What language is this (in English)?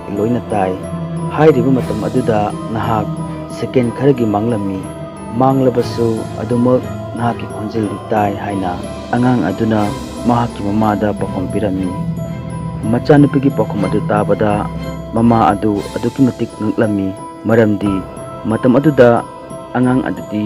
Manipuri